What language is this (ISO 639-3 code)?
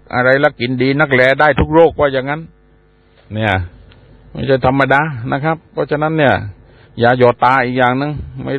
tha